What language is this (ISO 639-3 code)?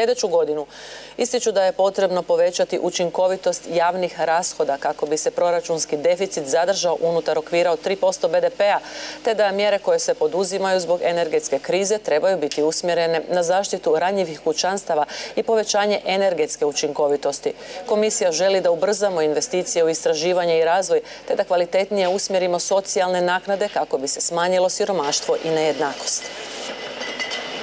hrv